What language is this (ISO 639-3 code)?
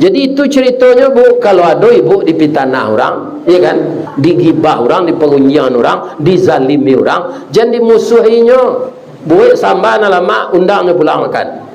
min